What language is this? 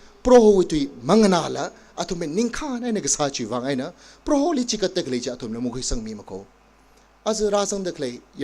Tangkhul Naga (India)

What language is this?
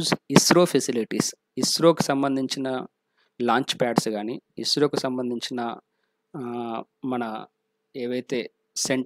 Telugu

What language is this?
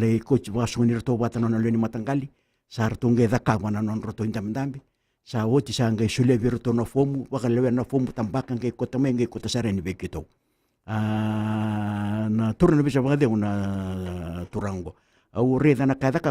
Fijian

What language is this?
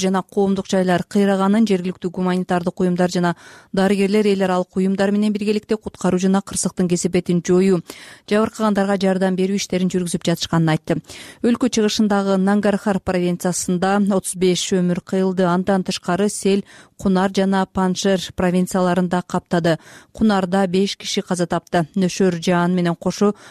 Kyrgyz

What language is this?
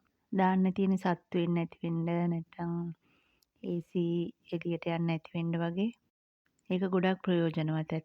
Sinhala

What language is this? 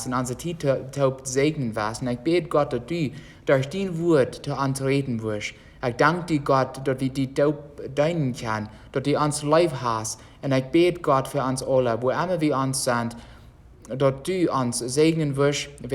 Plautdietsch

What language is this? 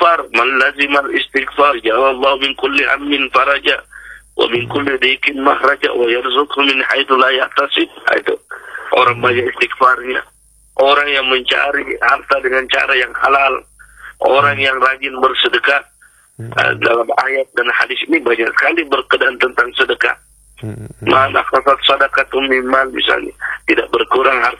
Indonesian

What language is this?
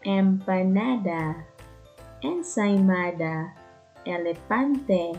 Waray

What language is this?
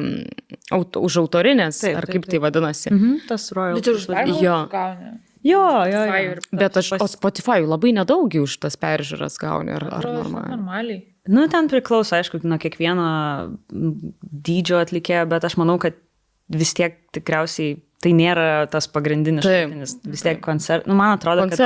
Lithuanian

